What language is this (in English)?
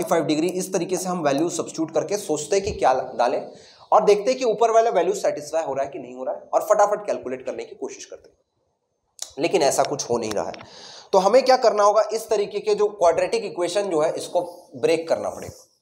Hindi